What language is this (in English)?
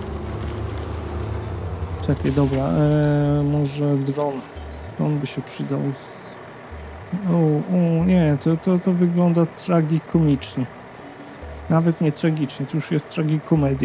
Polish